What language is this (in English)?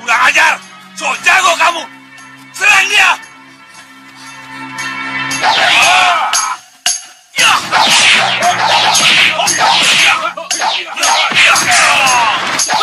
Indonesian